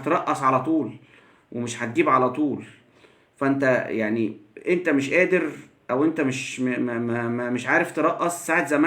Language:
Egyptian Arabic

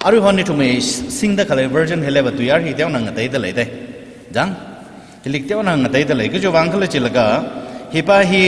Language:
Tangkhul Naga (India)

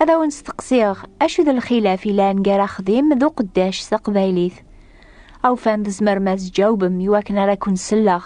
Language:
Kabyle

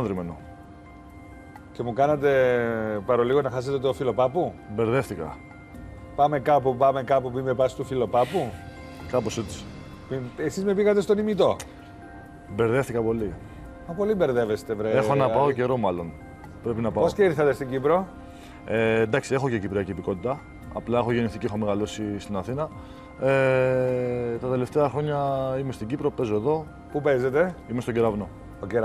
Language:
Greek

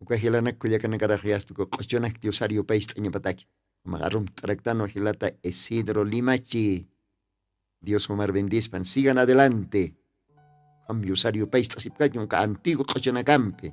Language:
Aymara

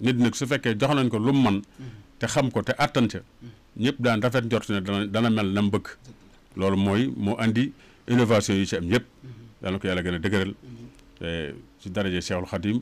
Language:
Wolof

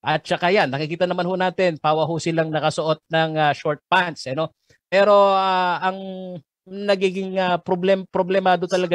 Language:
Filipino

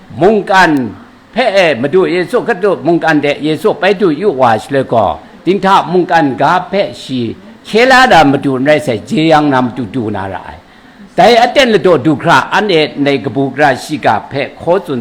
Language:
Kachin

